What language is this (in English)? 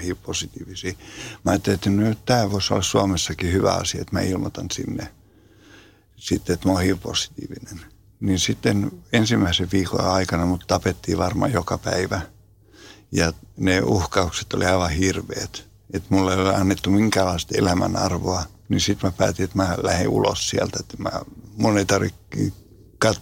Finnish